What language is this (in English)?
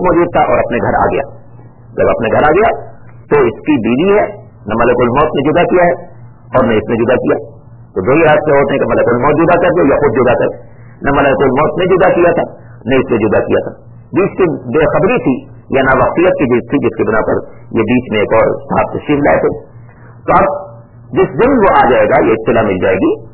Urdu